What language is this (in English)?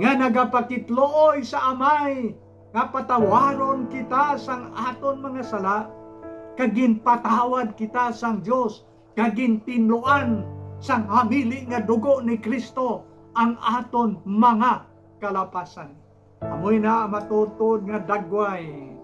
Hiligaynon